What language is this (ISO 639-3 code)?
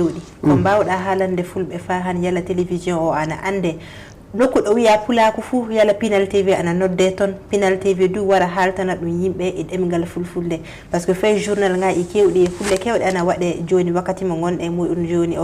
ful